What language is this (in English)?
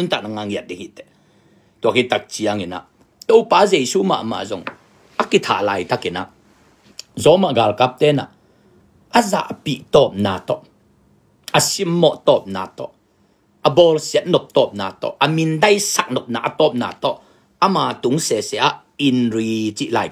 Tedim Chin